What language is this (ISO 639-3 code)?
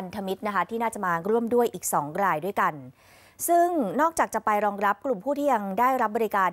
tha